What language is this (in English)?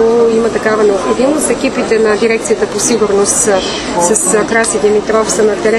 Bulgarian